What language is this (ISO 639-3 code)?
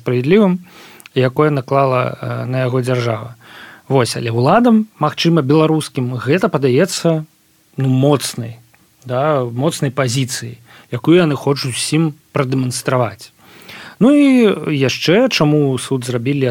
bel